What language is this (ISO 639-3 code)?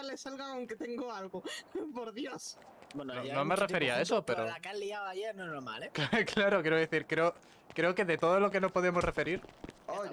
spa